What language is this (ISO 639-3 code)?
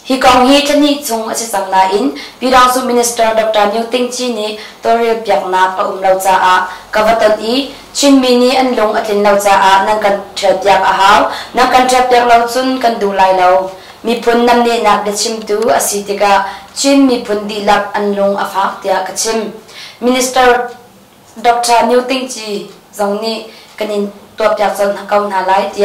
cnh